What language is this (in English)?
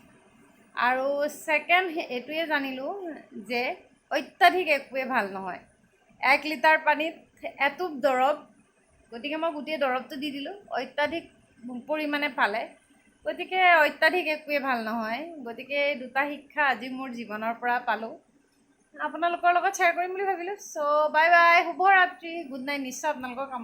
Assamese